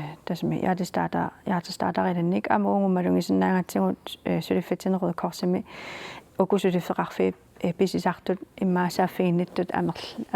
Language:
Kalaallisut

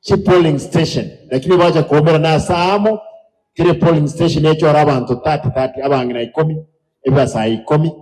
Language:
Gusii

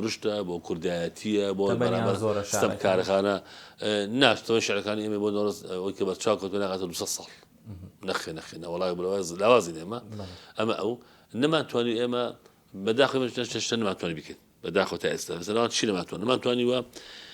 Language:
Central Kurdish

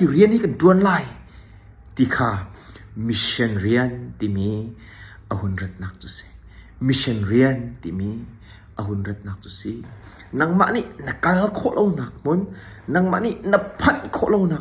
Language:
Hakha Chin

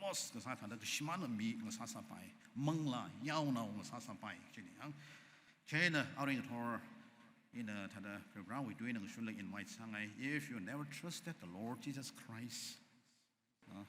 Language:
Tangkhul Naga (India)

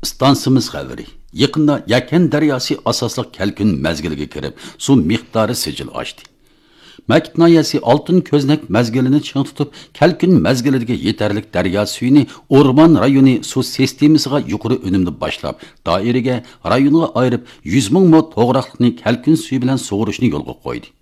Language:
Uyghur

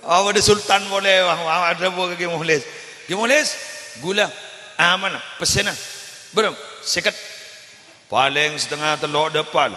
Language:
Madurese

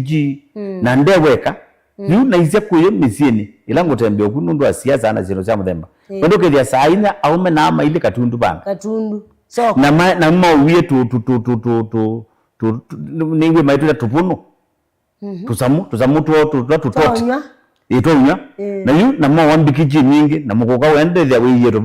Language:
Kamba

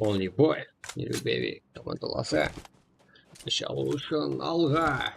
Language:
Kara-Kalpak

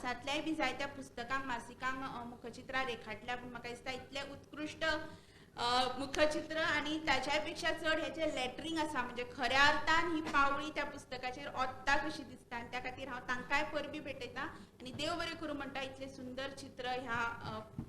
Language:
Konkani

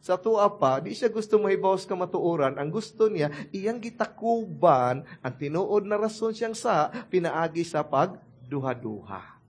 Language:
Cebuano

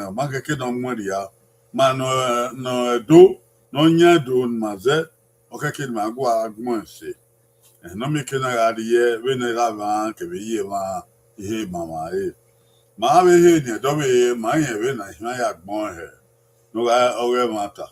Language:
Bini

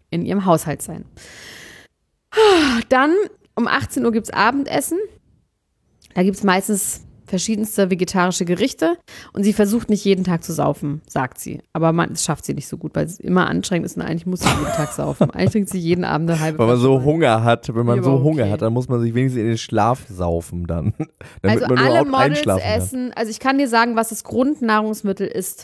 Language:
German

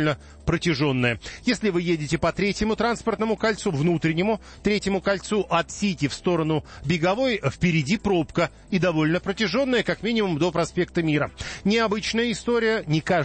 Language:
Russian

